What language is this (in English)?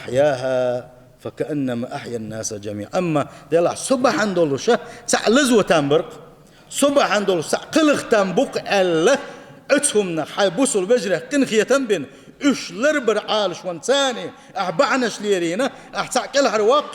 Chechen